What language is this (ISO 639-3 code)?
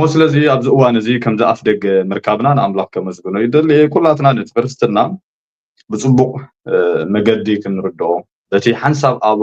tir